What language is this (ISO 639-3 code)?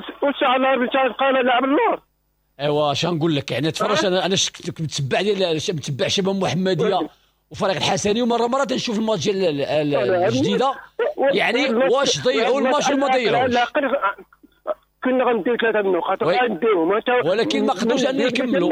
ary